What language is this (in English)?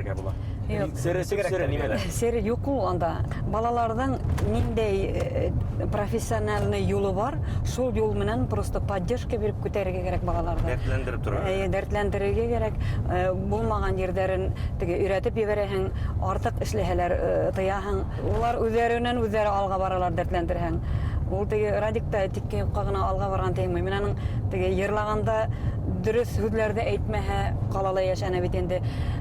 Bashkir